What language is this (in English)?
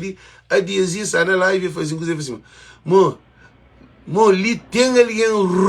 Kabuverdianu